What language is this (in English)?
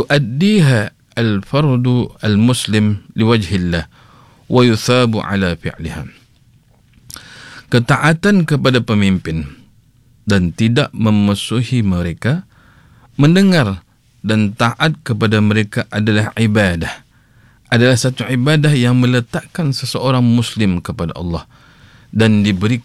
Malay